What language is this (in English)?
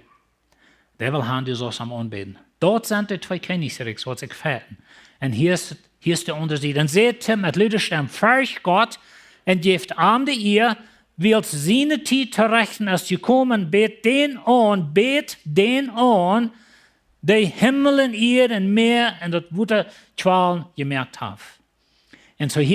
Plautdietsch